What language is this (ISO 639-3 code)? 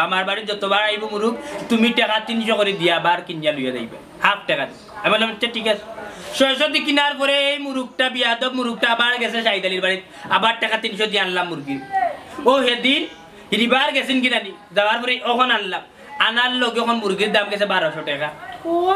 syl